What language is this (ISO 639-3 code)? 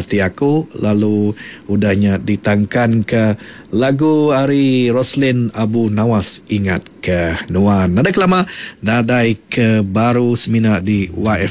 iba